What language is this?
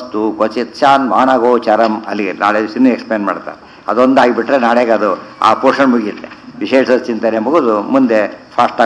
Kannada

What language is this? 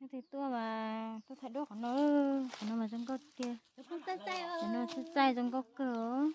Hmong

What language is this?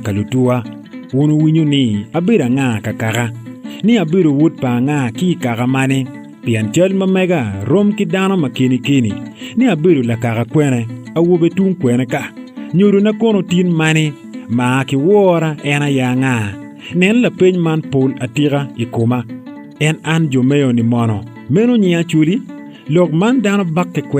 Acoli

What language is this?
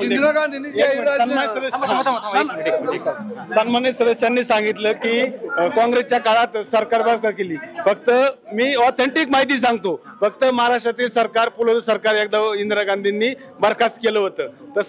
Marathi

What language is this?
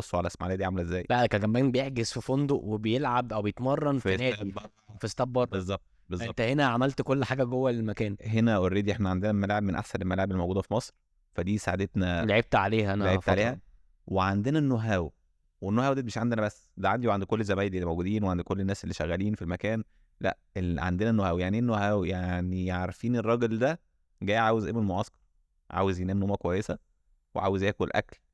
Egyptian Arabic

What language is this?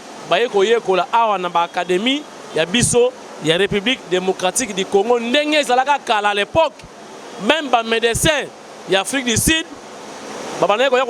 Lingala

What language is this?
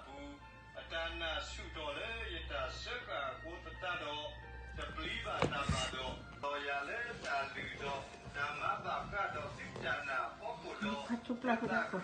S'gaw Karen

